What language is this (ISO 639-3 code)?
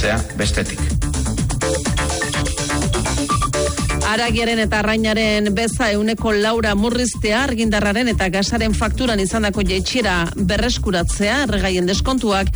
eus